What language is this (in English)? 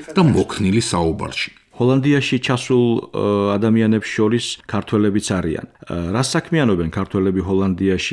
Georgian